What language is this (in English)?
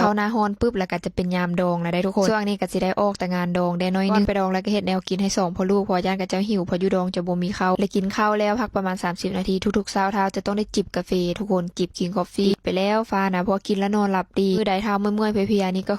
Lao